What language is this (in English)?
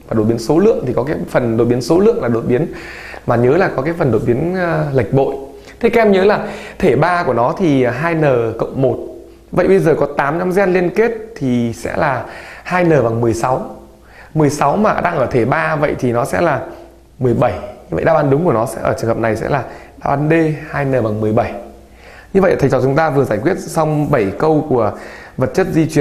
Vietnamese